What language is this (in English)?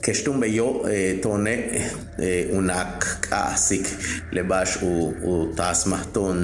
Yucateco